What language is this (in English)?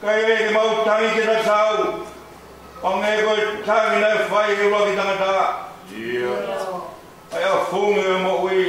Tongan